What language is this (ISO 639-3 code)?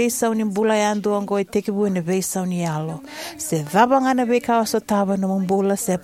fij